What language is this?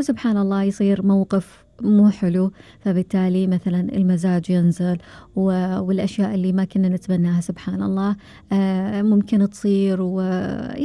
Gulf Arabic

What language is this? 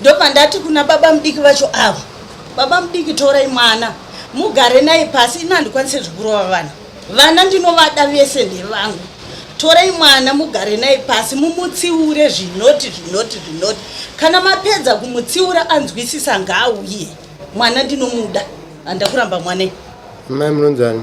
Shona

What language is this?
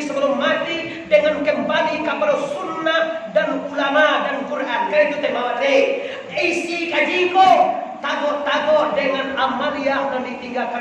Minangkabau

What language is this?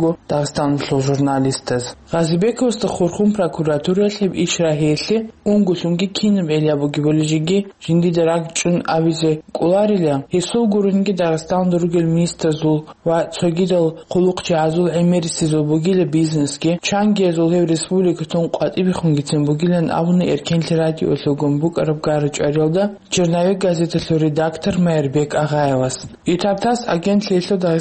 Avaric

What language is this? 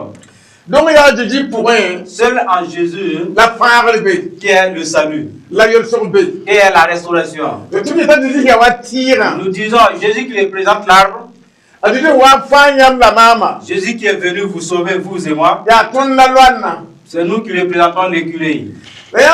Mossi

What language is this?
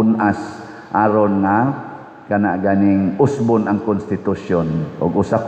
Cebuano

